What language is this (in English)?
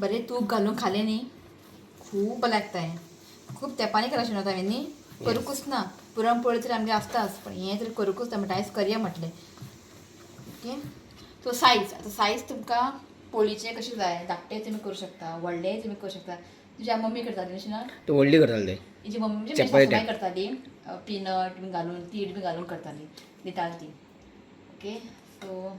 Konkani